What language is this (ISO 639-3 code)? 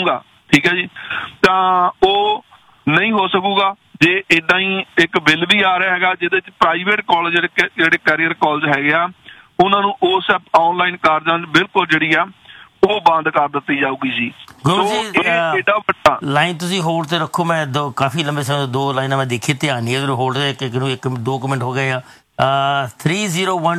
pan